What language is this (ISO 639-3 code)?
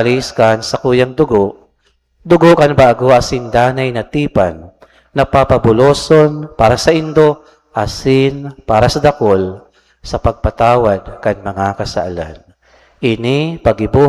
bik